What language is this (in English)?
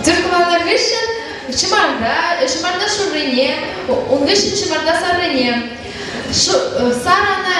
Chuvash